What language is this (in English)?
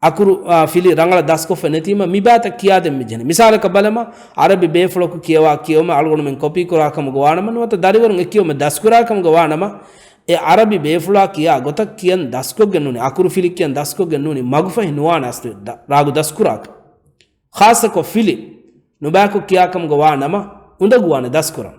Divehi